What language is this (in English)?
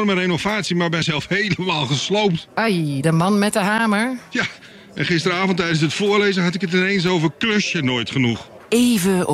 Dutch